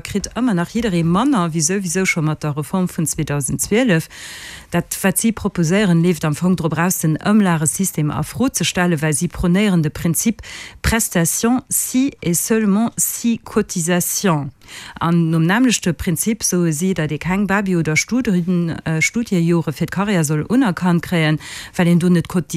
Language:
Luxembourgish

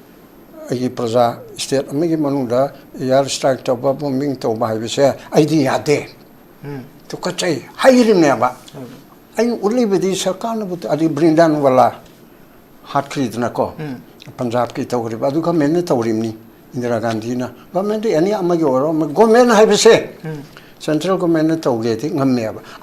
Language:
Manipuri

